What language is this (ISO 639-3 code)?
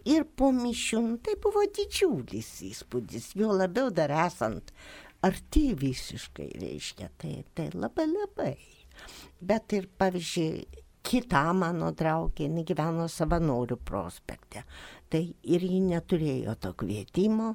lit